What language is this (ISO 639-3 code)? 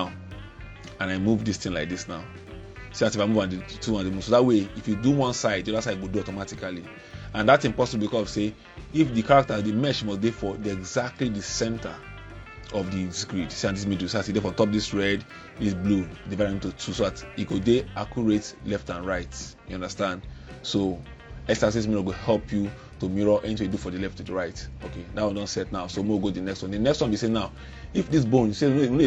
pcm